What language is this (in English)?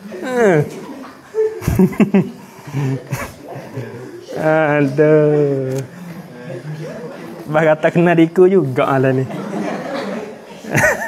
Malay